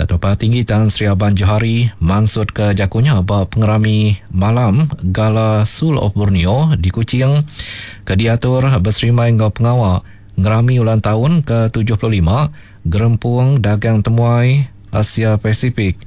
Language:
Iban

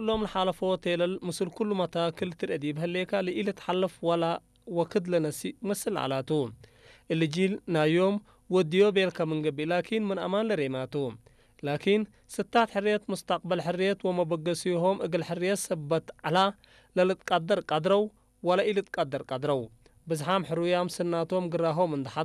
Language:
Tigre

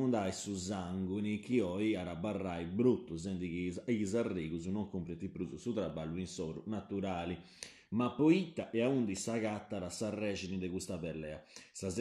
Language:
Sardinian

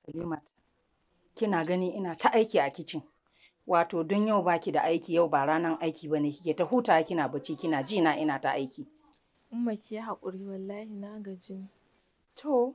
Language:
Hausa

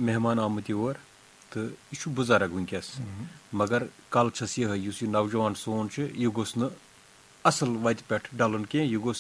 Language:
Kashmiri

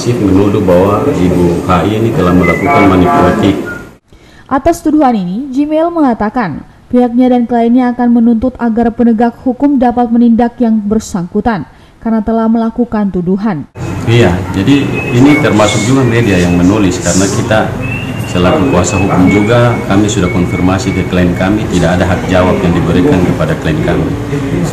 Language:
Indonesian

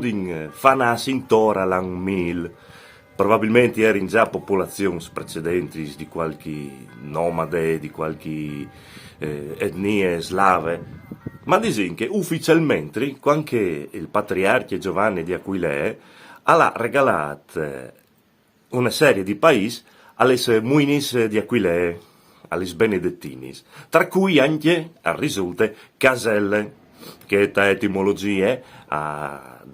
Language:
Friulian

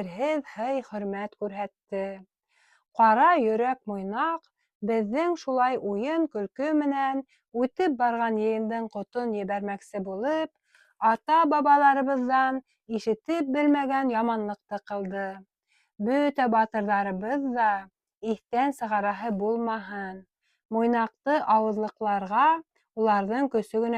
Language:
Bashkir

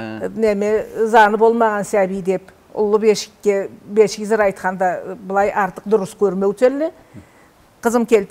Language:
Karachay-Balkar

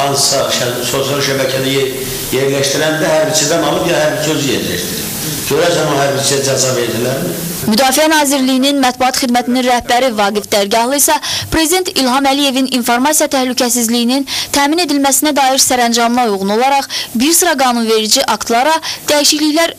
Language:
Azerbaijani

